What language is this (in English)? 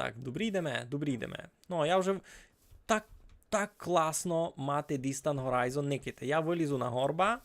Rusyn